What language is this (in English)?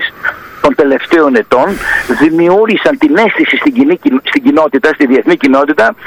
Greek